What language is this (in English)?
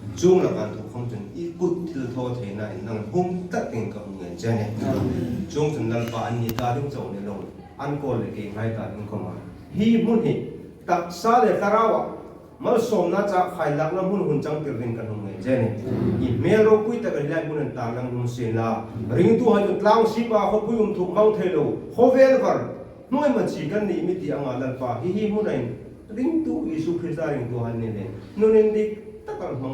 Hmar